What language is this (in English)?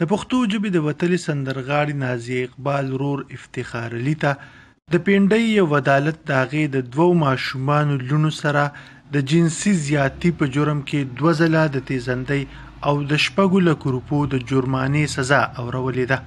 Pashto